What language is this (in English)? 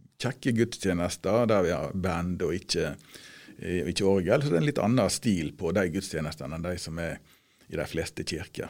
Norwegian